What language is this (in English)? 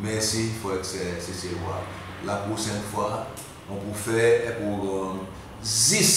Seselwa Creole French